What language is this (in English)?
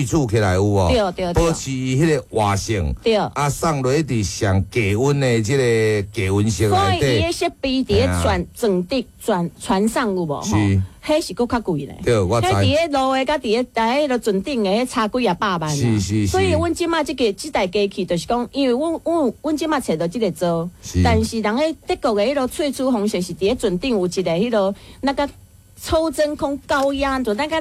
Min Nan Chinese